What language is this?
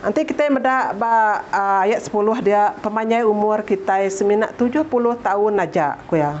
Iban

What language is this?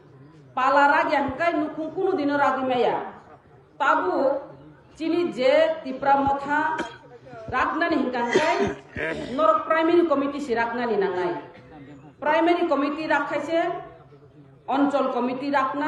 Kok Borok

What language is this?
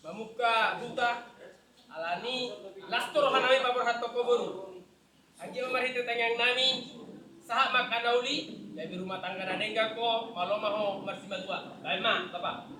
Batak Toba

